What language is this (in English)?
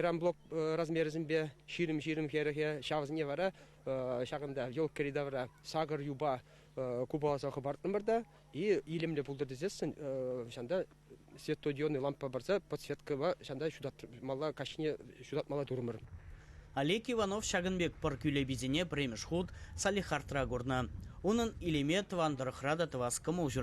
Chuvash